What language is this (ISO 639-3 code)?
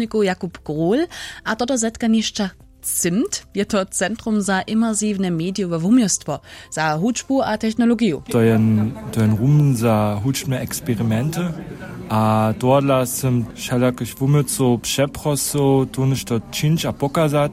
hsb